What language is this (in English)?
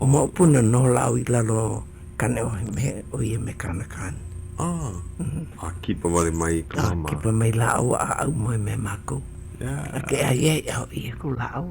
Hawaiian